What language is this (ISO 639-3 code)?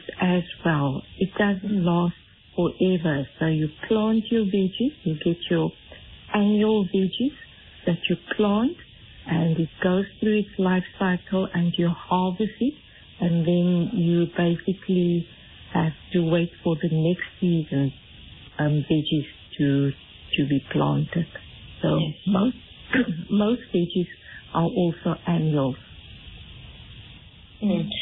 eng